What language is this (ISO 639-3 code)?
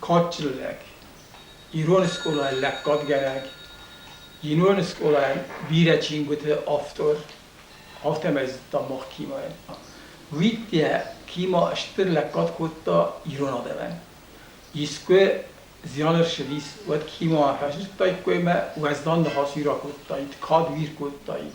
oss